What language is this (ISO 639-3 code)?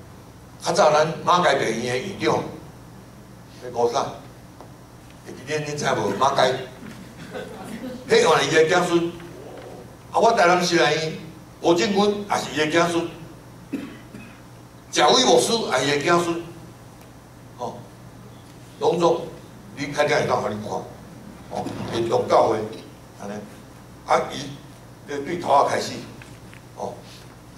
nan